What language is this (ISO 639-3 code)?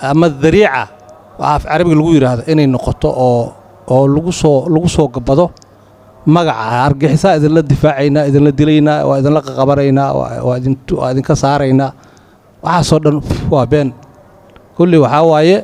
som